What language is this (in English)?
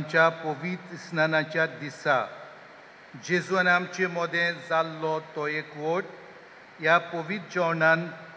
Konkani